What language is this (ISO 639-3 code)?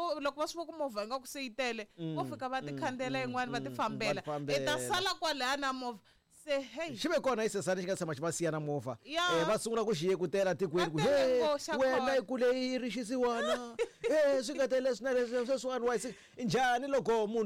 tso